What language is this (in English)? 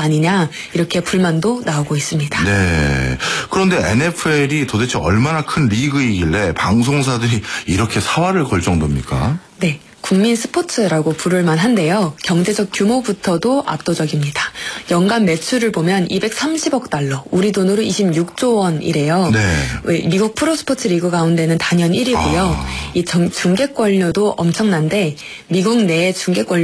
Korean